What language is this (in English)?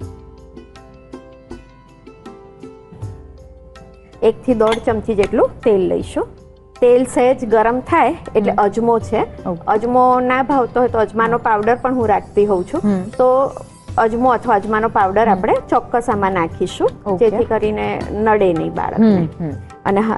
Gujarati